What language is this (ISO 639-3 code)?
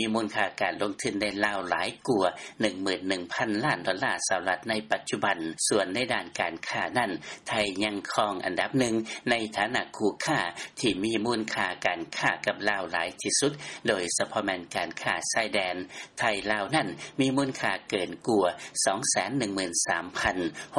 lao